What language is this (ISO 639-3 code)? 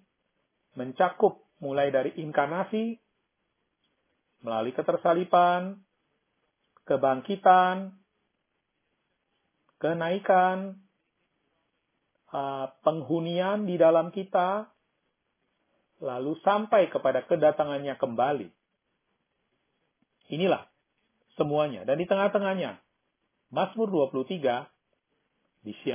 ind